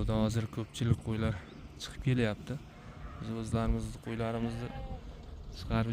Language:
Uzbek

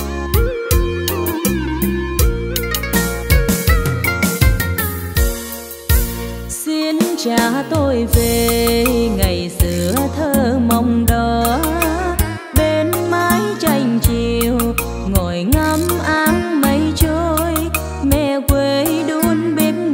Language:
Vietnamese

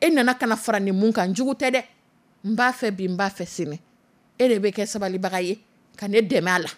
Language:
Dyula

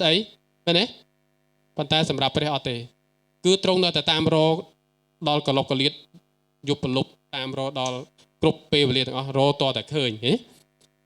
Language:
Khmer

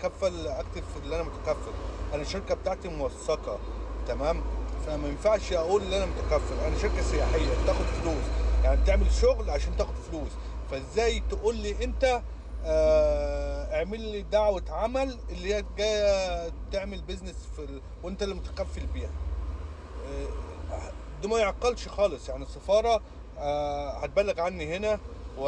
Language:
Egyptian Arabic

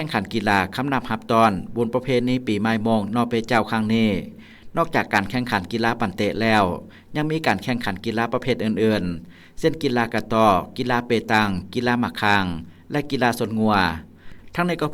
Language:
Lao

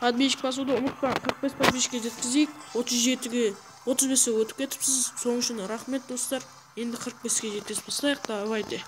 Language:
Kara-Kalpak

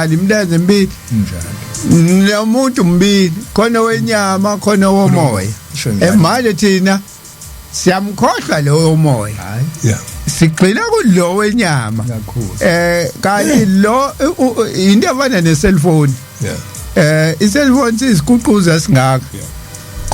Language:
Zulu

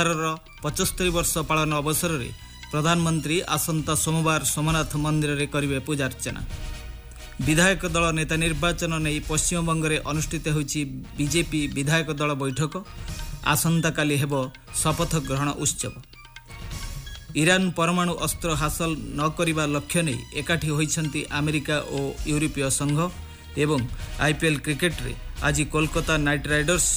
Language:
Odia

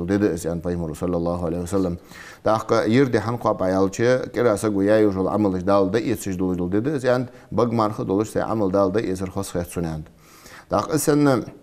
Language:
Ingush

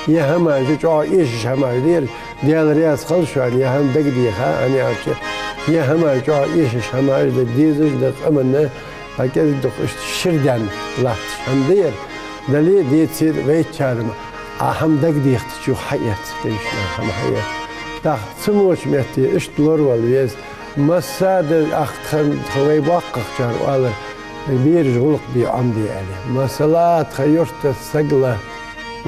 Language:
Ingush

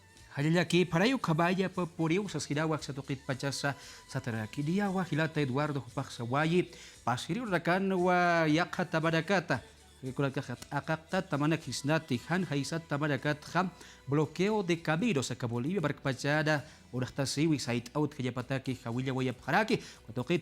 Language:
Aymara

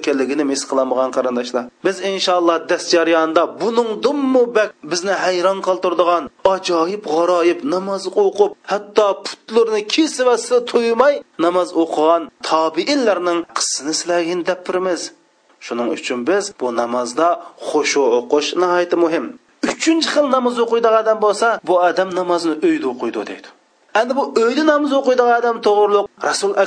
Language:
Uyghur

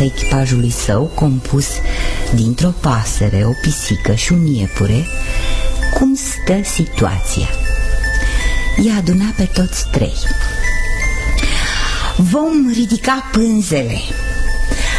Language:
Romanian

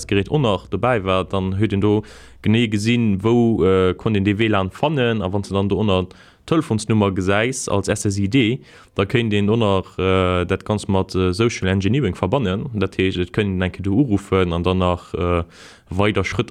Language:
Luxembourgish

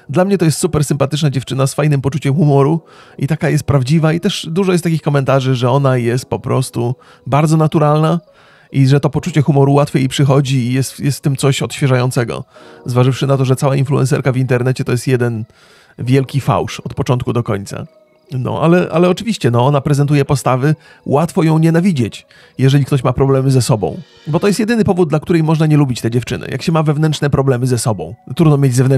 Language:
Polish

